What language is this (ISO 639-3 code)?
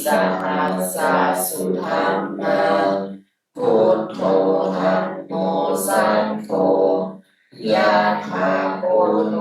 pli